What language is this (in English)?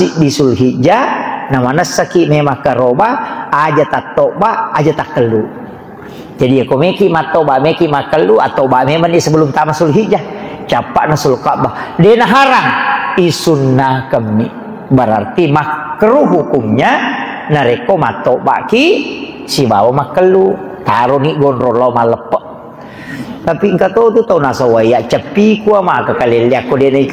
Buginese